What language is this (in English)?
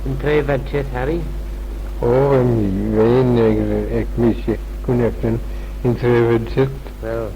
Manx